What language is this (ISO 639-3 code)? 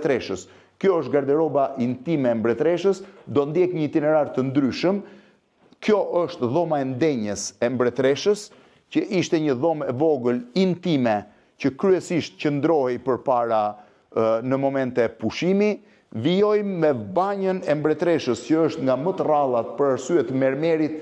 sqi